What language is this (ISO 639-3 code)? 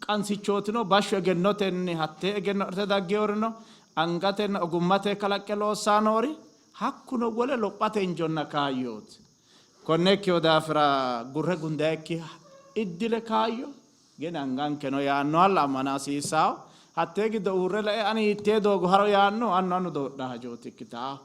sid